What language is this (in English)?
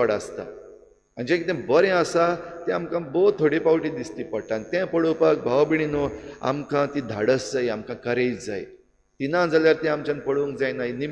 Konkani